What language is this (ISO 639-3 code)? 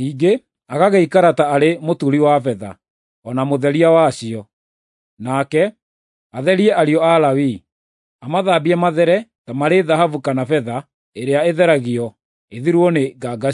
kik